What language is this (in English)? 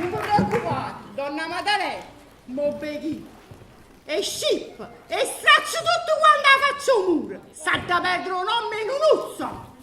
Neapolitan